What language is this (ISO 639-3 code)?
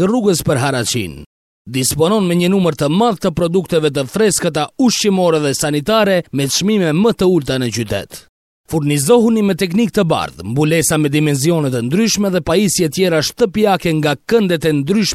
sqi